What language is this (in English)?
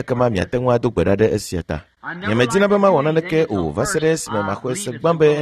Ewe